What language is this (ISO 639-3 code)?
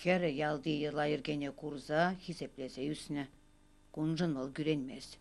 chv